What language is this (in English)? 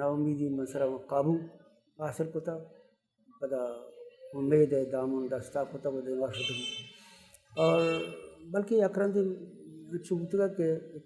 Baluchi